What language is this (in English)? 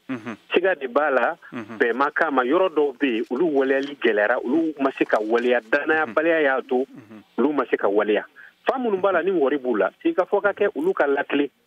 Bambara